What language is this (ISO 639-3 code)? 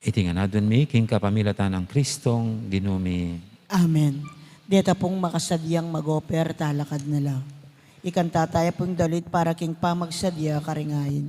pam